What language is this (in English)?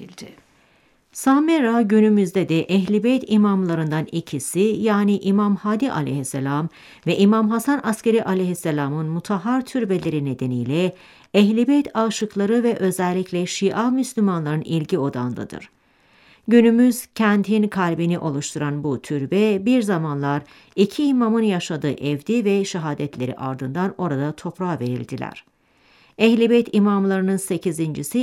Turkish